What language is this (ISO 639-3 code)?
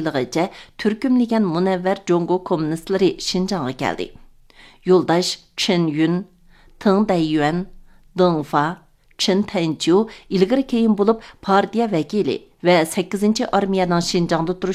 uig